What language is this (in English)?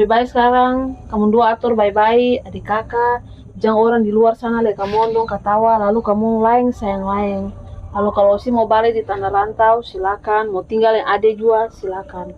Ambonese Malay